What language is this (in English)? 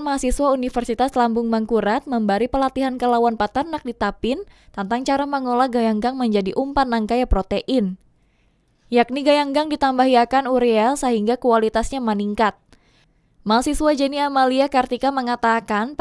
Banjar